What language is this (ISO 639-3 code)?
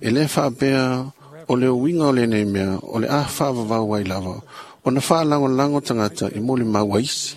smo